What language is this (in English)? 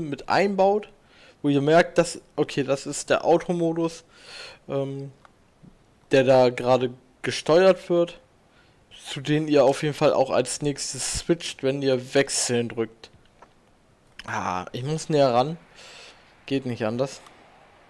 German